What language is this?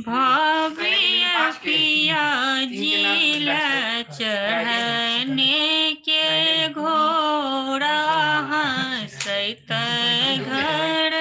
Maithili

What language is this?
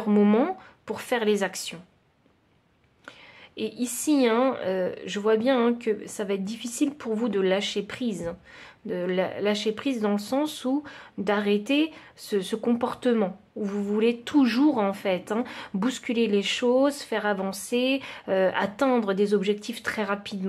French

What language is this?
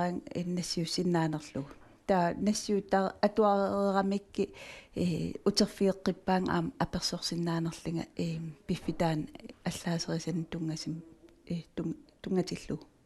Kalaallisut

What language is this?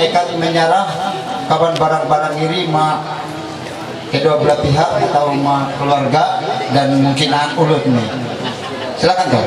Ma'anyan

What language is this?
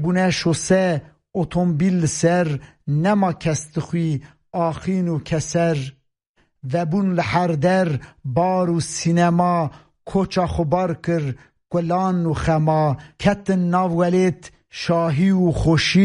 Kurdish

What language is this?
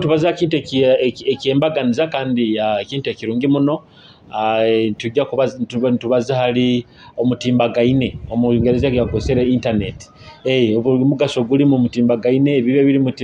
Nyoro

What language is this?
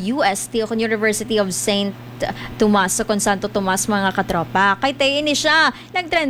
Hiligaynon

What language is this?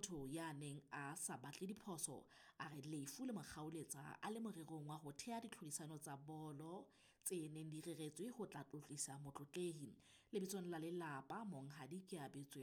Southern Sotho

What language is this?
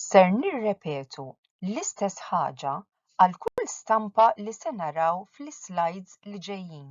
Maltese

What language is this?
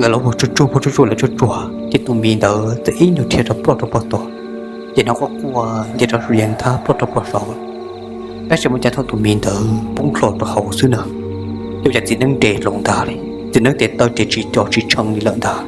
Hmong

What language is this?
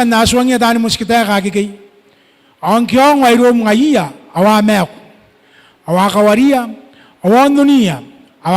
Gilbertese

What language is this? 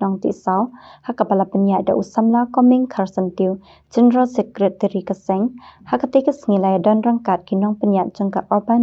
Khasi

